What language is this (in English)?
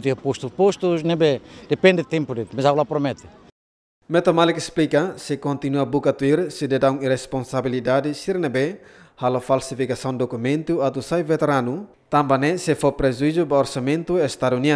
Tetum